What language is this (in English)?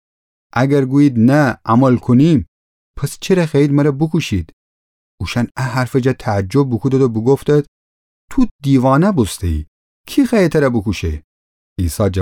Gilaki